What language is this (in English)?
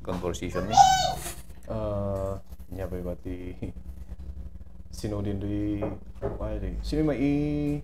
Kankanaey